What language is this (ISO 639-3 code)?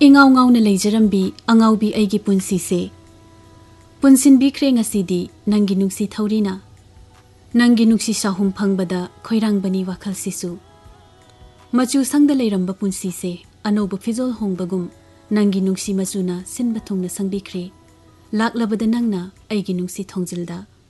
mni